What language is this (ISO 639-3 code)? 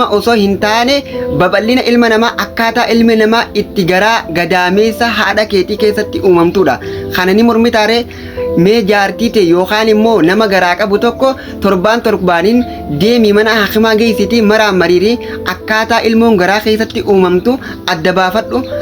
orm